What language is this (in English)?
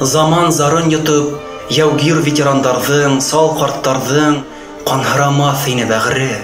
Bashkir